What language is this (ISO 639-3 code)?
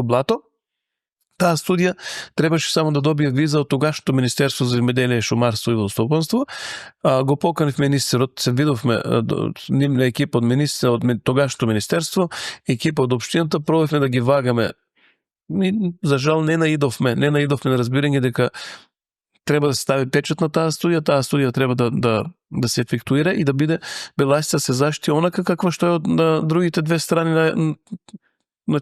mkd